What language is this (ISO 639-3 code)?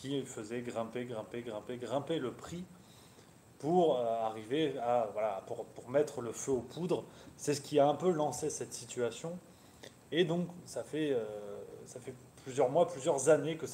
fra